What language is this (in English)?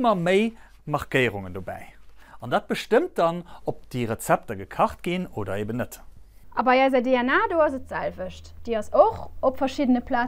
Luxembourgish